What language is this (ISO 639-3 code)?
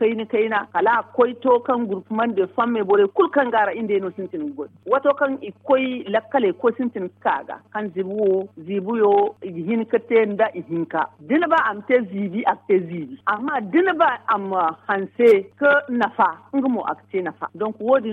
dje